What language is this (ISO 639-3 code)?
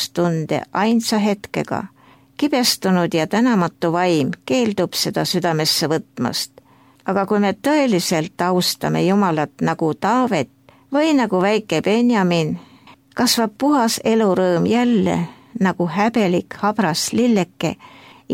est